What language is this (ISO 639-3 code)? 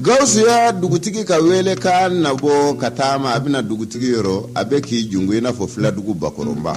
bam